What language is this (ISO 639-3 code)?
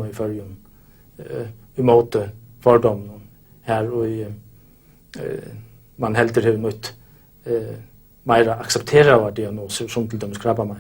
fao